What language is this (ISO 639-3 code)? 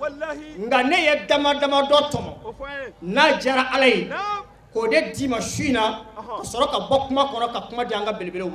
bam